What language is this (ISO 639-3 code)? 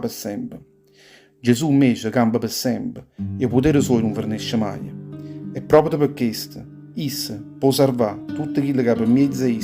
nap